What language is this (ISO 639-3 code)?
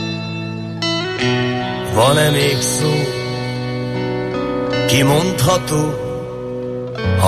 hun